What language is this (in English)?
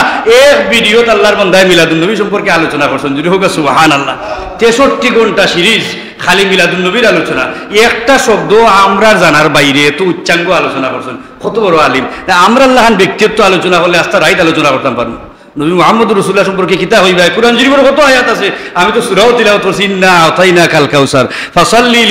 Sylheti